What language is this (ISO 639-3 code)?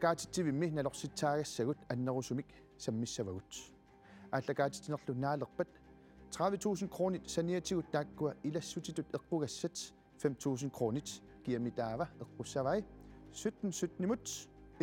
kal